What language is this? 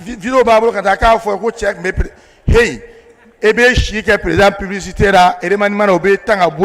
Bambara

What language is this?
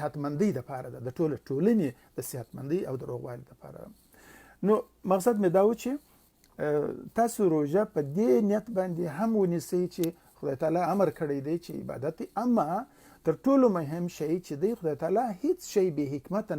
Pashto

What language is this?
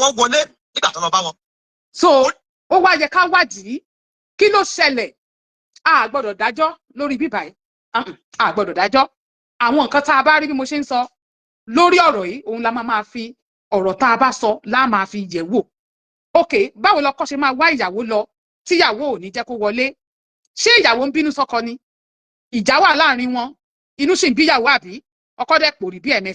Yoruba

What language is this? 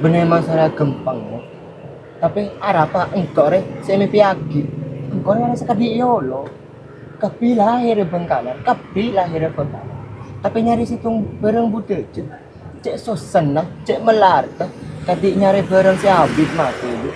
Madurese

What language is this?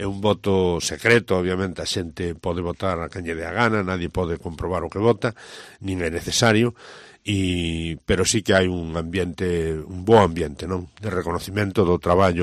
Galician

